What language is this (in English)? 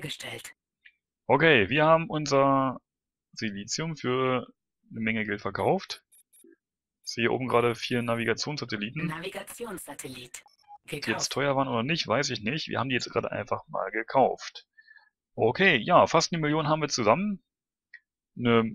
German